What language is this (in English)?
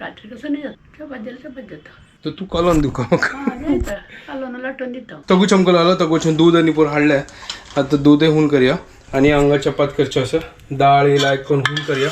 Konkani